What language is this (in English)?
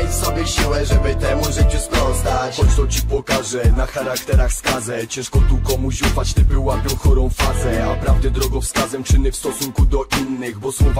Polish